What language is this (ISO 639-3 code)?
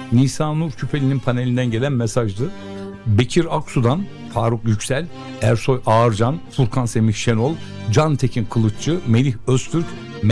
tur